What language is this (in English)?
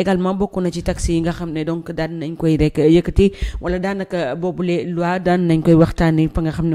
Wolof